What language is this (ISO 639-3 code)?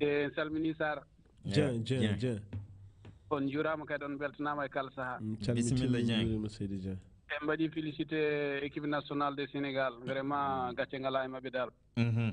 ful